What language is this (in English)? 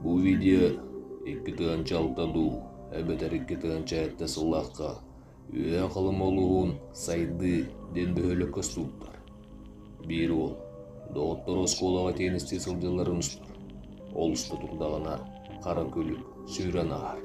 Yakut